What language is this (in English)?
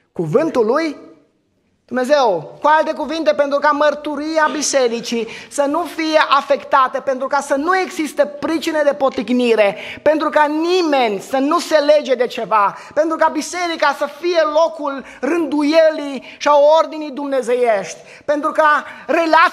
Romanian